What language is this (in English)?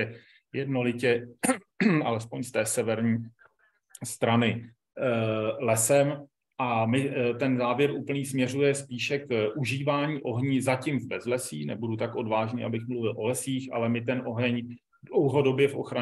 Czech